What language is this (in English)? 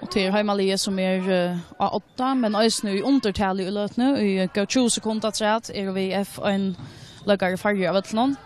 Faroese